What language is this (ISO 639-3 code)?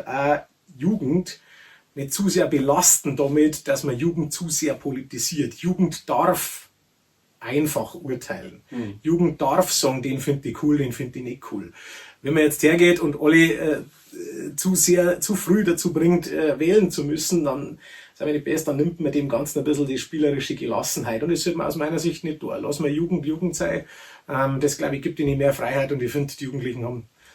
bar